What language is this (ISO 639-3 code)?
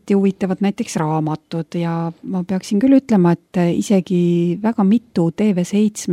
est